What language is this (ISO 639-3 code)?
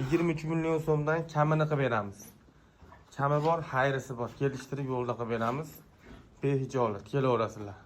uzb